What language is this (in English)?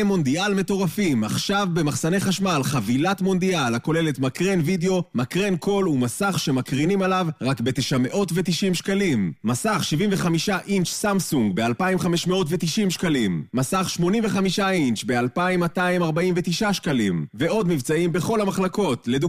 Hebrew